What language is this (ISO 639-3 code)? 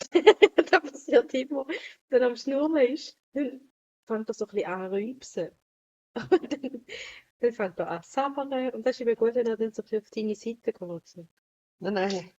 gsw